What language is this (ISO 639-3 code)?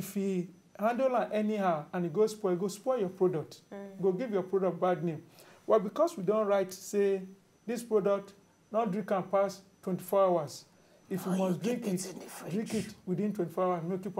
pcm